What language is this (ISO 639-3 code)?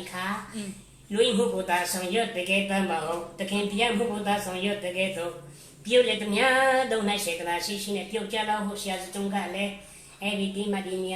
cfm